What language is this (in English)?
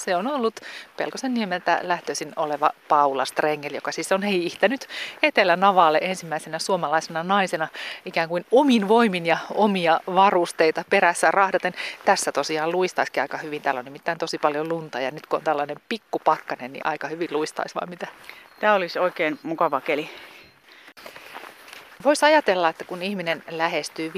Finnish